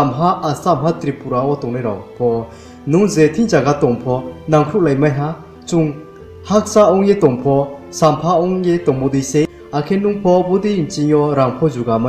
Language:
Riang (India)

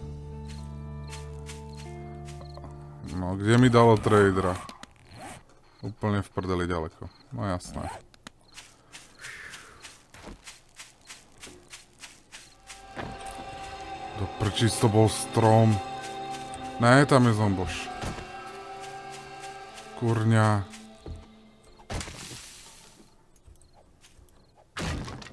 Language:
Slovak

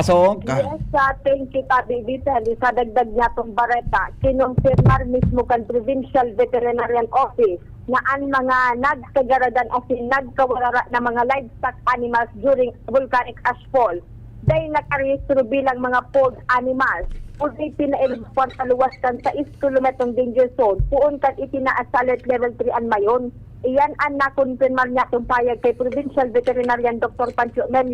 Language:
Bikol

